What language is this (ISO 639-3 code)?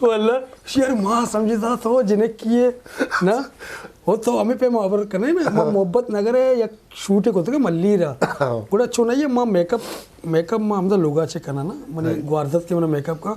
bgp